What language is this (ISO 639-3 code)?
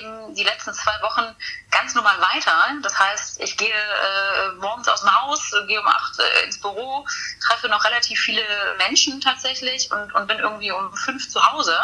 deu